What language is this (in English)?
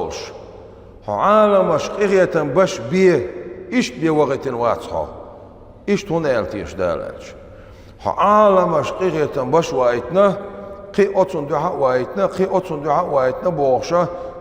Chechen